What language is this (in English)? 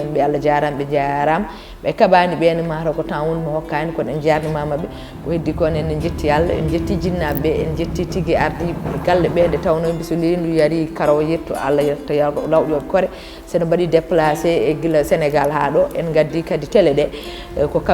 Fula